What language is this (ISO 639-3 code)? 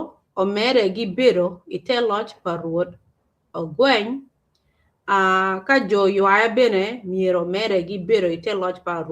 ach